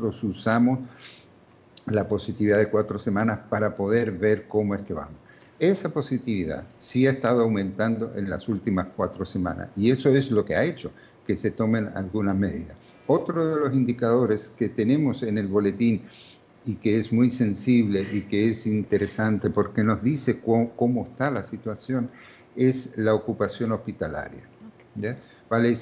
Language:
Spanish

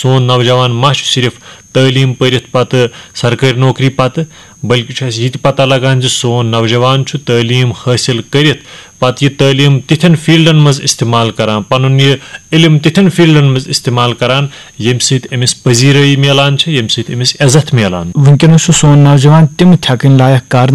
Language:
Kashmiri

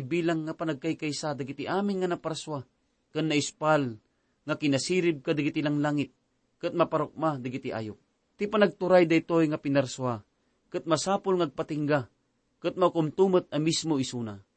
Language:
Iloko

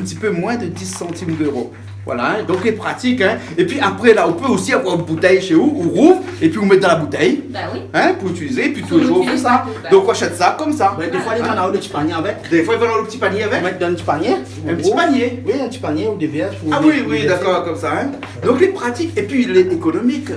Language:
Réunion Creole French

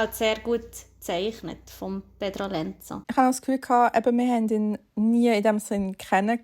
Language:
Swiss German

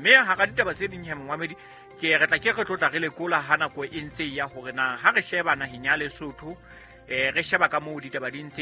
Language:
Southern Sotho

